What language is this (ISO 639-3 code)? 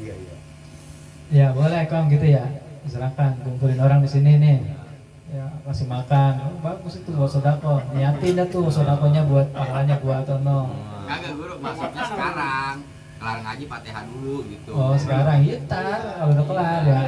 bew